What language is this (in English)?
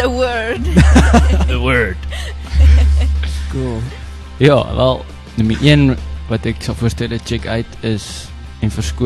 Afrikaans